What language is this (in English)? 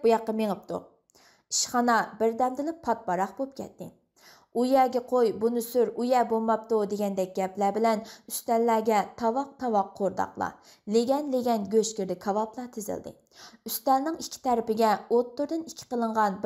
Uyghur